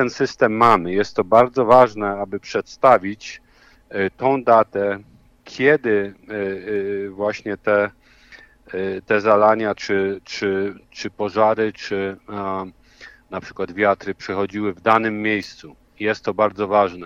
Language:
Polish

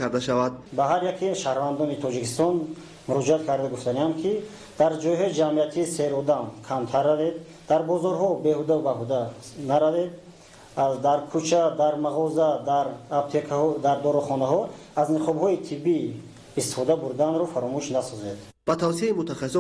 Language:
Tajik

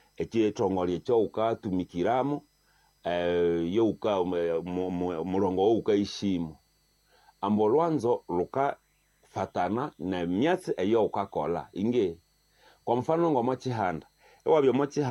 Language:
Nande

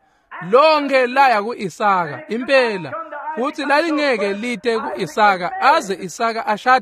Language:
Swati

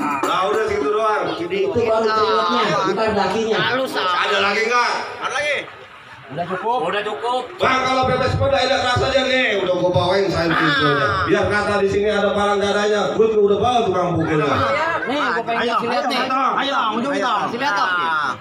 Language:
Betawi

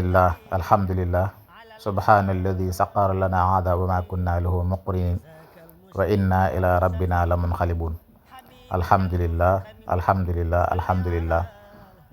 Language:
Wolof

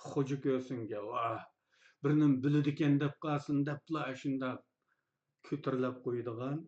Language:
Uyghur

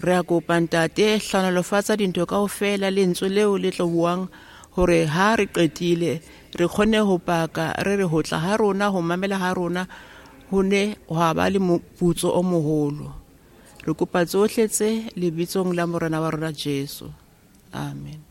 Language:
Southern Sotho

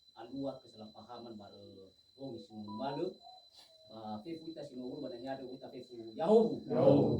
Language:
Nias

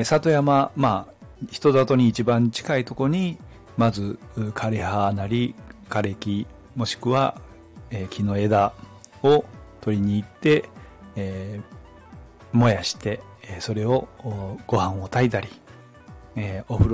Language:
Japanese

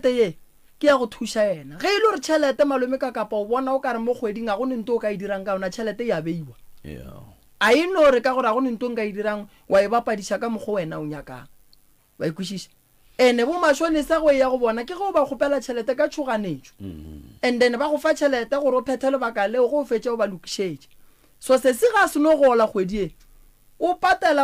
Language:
Northern Sotho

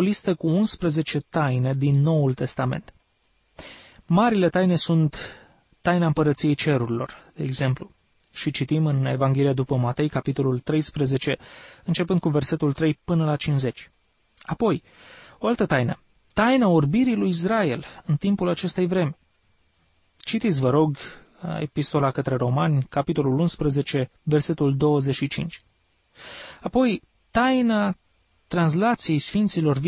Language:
Romanian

